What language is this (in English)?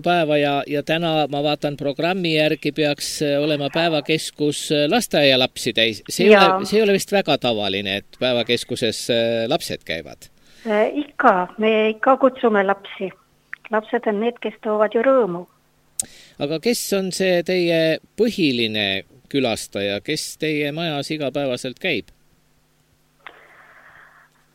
Estonian